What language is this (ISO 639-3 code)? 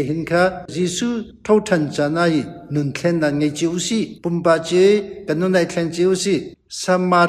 cnh